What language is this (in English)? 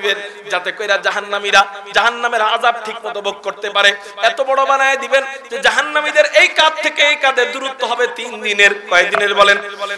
Bangla